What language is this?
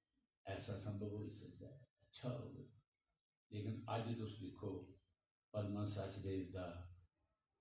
Dogri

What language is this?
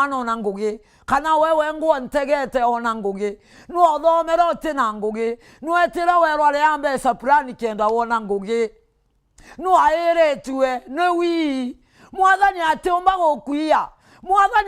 Meru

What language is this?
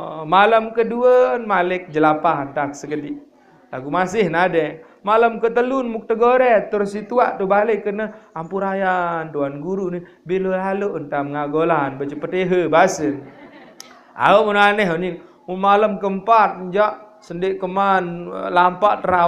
Sasak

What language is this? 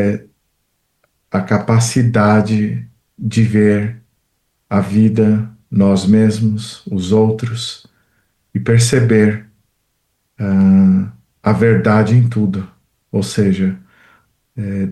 Portuguese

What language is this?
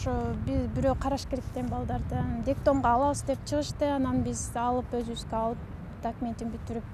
Kyrgyz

